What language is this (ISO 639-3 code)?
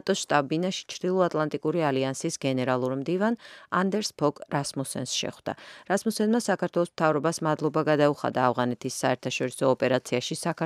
kat